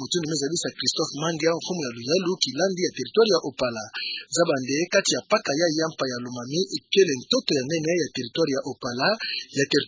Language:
Kituba (Democratic Republic of Congo)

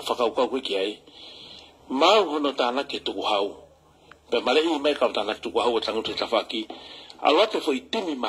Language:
Tongan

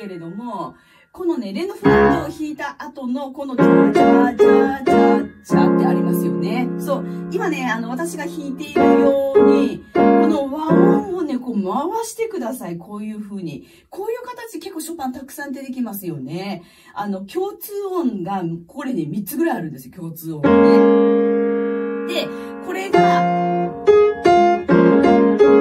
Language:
Japanese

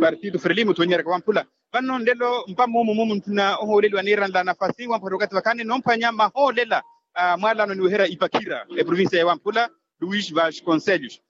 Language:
Makhuwa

